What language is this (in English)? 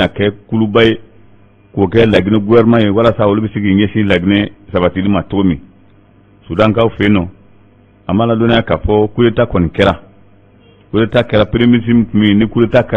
Bambara